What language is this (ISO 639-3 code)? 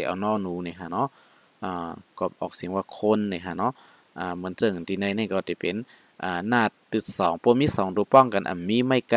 shn